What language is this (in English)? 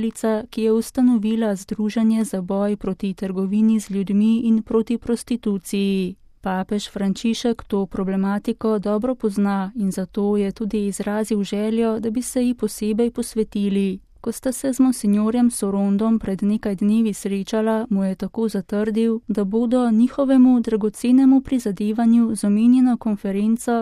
Slovenian